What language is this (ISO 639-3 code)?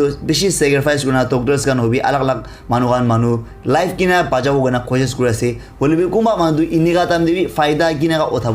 nag